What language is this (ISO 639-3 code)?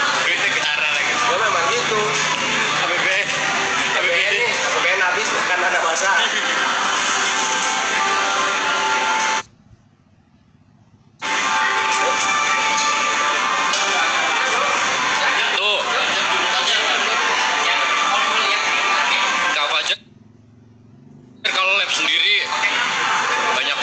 ind